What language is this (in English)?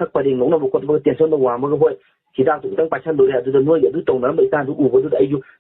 Manipuri